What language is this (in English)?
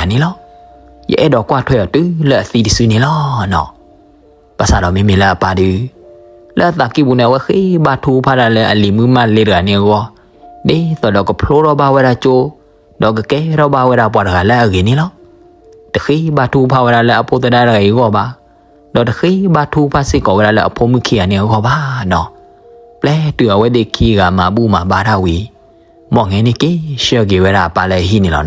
S'gaw Karen